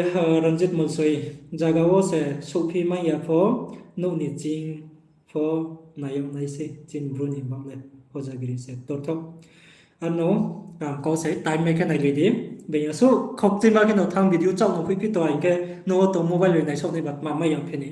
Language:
Riang (India)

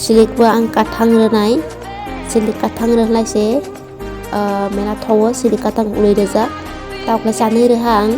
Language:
Kok Borok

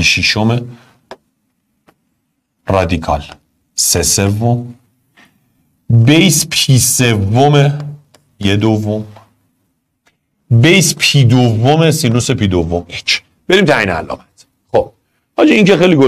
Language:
Persian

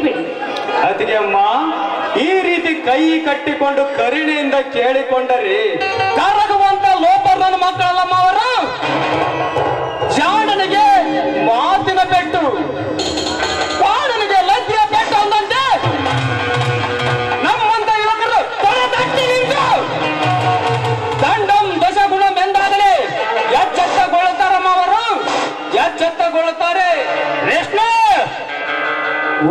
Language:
Kannada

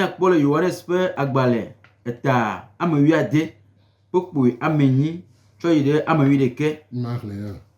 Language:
Gen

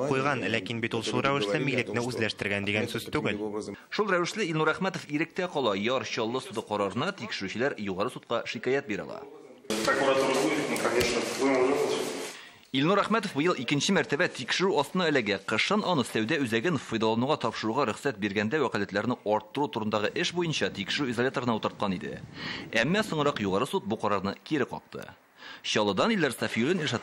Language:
Tatar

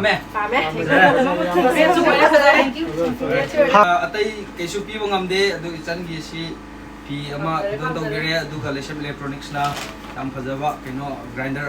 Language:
Manipuri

